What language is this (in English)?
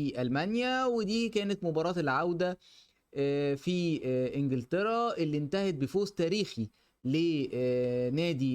Egyptian Arabic